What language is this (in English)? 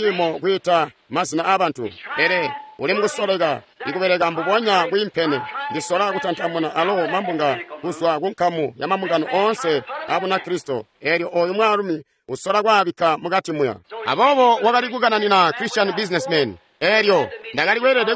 Tonga (Zambia)